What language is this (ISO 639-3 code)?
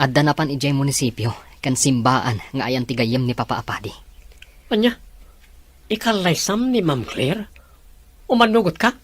ilo